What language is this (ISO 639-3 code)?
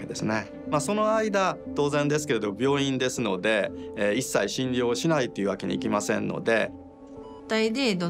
jpn